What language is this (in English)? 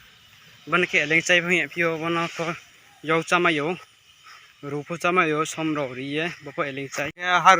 Riang (India)